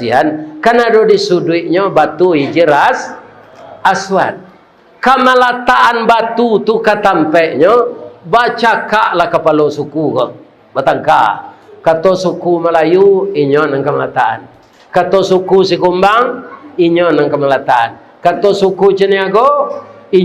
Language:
Minangkabau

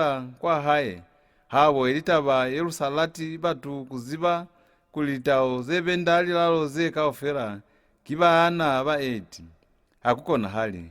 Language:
Lozi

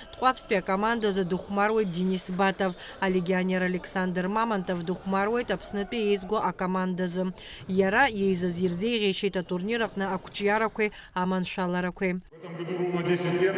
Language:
Abkhazian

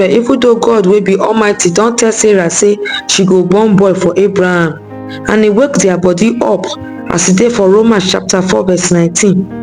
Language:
Nigerian Pidgin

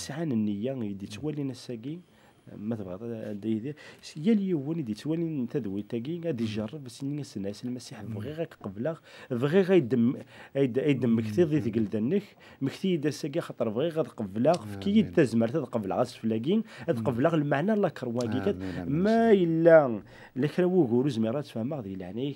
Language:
Kabyle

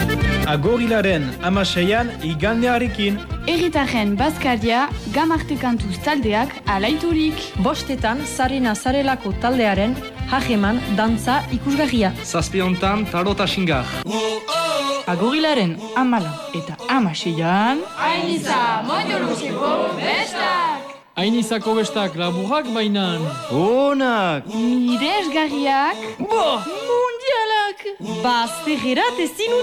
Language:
Basque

